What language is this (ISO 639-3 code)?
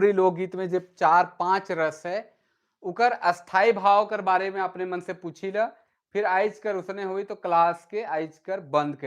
sck